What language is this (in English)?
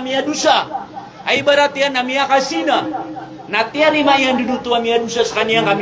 Maranao